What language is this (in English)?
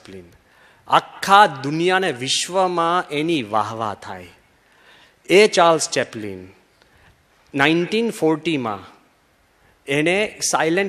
Gujarati